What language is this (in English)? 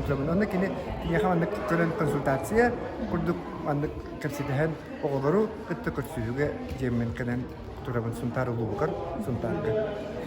Yakut